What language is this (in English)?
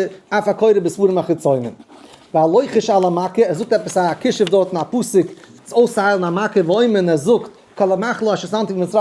Yiddish